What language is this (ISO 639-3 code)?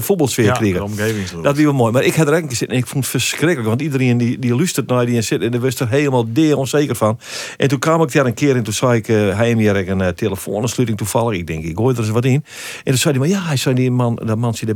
fry